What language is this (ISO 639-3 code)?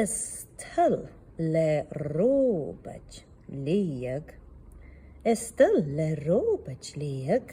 gla